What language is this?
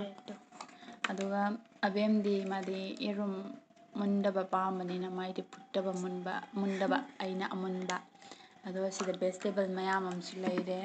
Manipuri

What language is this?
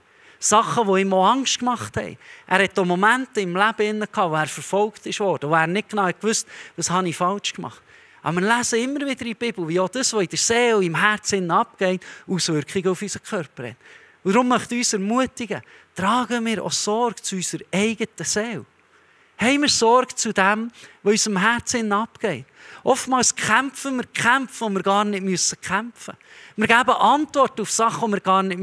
Swiss German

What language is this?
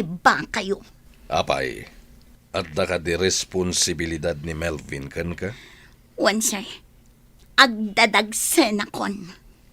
Iloko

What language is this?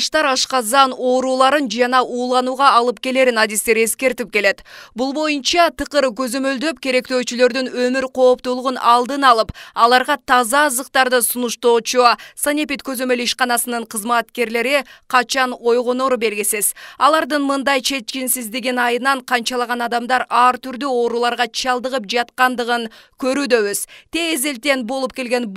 Kyrgyz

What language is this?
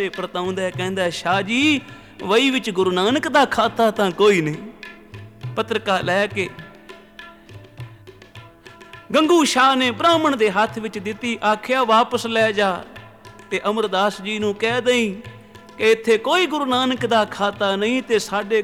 Punjabi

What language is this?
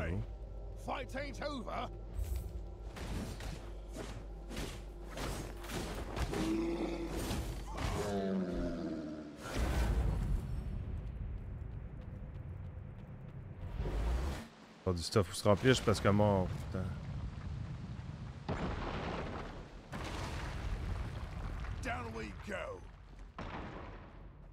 French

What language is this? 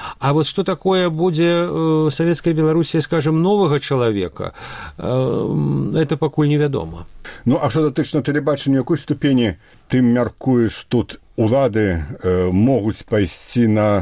Belarusian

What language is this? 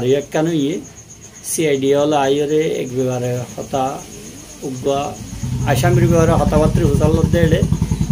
Rohingya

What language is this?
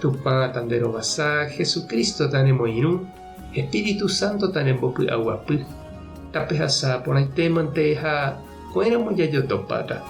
Guarani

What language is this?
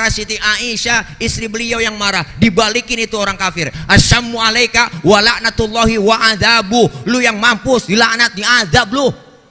Betawi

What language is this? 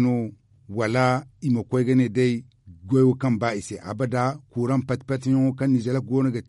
Zarma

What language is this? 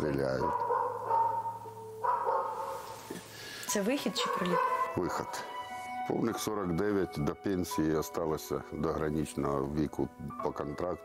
Ukrainian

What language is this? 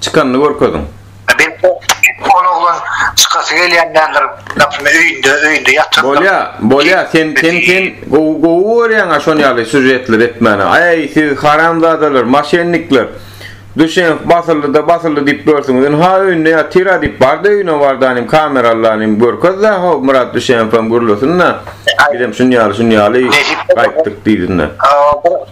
Turkmen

